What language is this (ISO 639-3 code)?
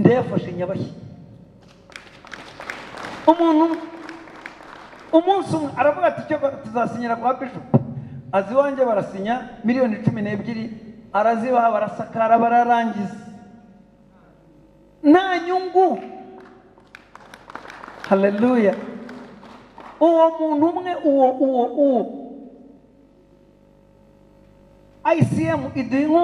kin